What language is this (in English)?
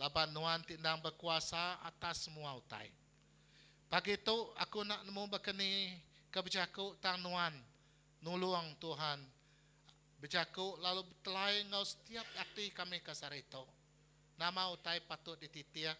Iban